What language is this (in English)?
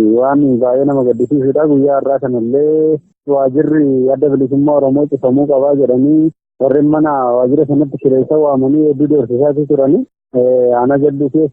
Oromo